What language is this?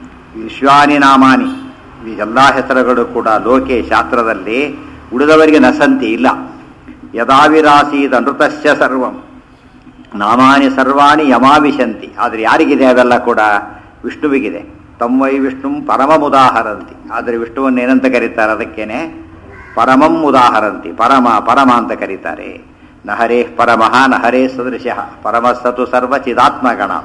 Kannada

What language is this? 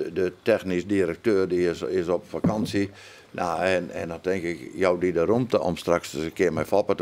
Western Frisian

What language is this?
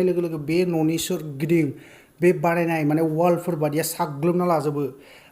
Bodo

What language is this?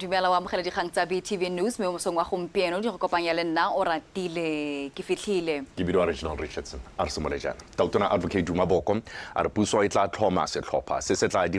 Tswana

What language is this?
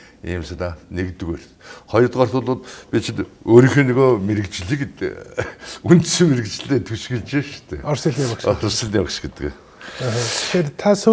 Mongolian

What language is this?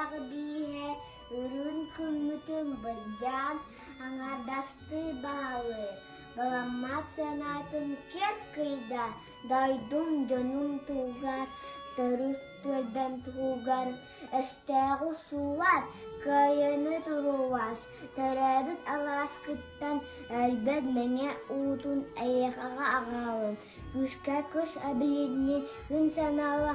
Yakut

